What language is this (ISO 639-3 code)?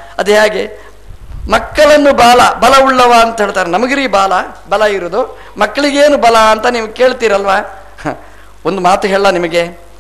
kan